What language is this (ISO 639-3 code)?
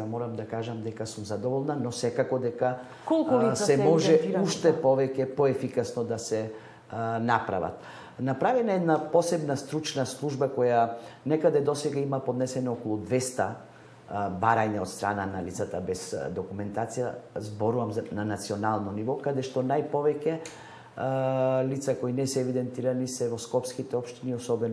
mkd